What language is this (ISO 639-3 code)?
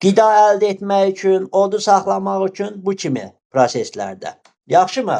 aze